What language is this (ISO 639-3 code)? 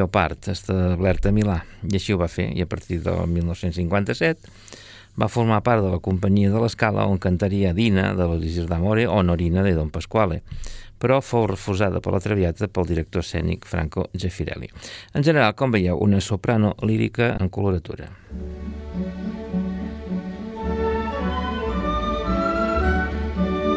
cat